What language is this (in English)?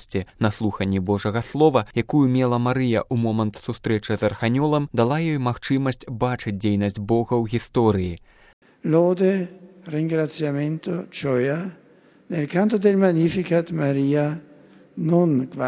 Belarusian